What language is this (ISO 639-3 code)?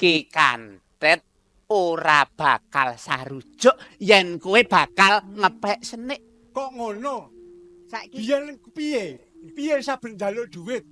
jav